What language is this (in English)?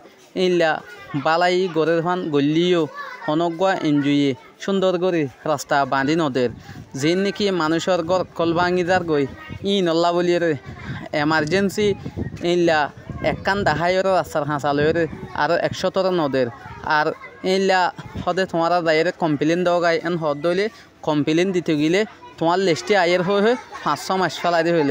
Rohingya